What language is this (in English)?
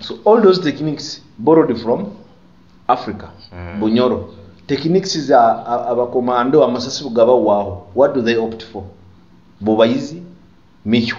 Nyoro